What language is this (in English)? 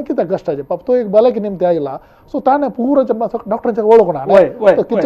Konkani